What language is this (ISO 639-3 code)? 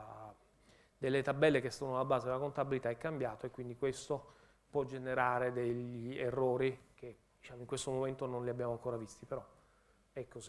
ita